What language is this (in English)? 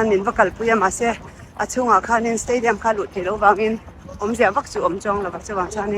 Mizo